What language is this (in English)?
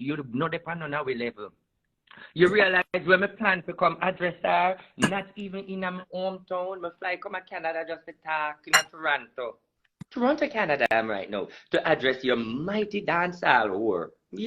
Jamaican Creole English